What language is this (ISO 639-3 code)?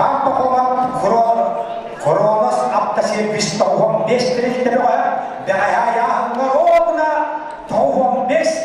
sah